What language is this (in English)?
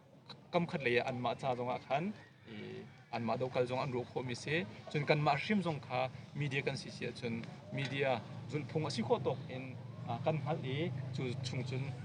Hakha Chin